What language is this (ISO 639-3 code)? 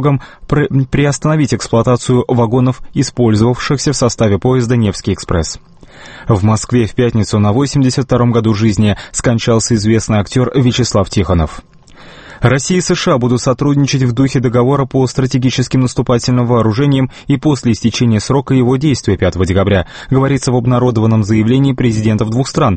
rus